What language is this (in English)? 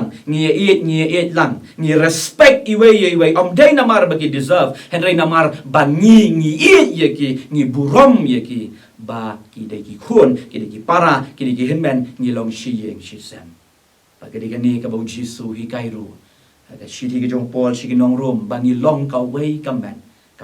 Khasi